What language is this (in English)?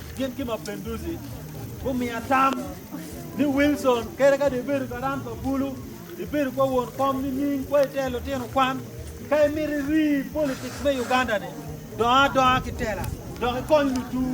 Acoli